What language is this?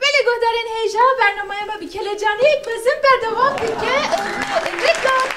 Kurdish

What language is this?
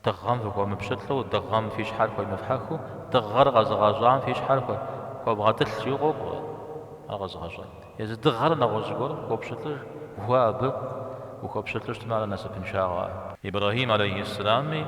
Kabardian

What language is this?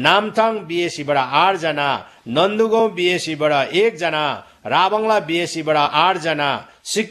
Nepali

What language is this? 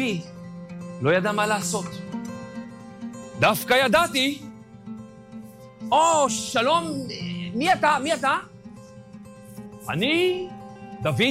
Hebrew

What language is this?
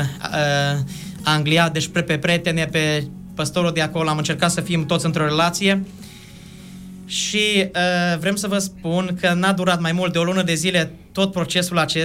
Romanian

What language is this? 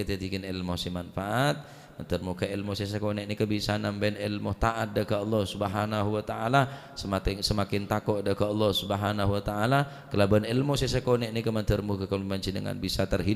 Madurese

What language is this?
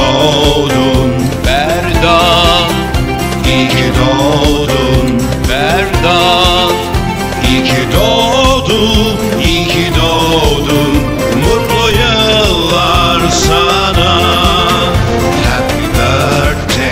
Turkish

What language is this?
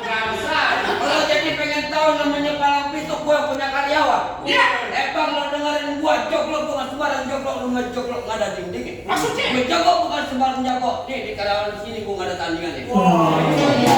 Betawi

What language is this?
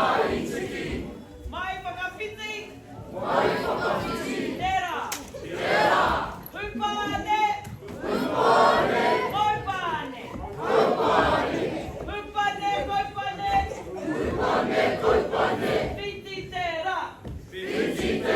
Māori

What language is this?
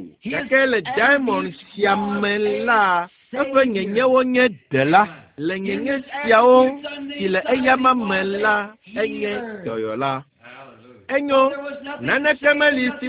Ewe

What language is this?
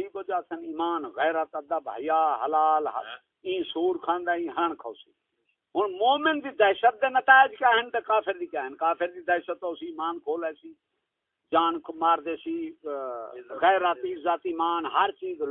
Saraiki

